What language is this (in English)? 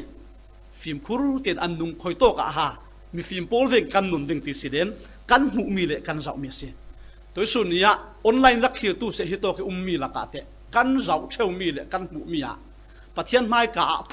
Falam Chin